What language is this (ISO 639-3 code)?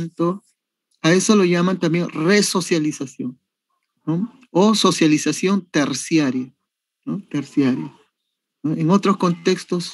spa